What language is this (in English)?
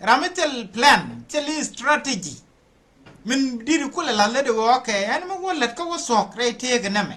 Nuer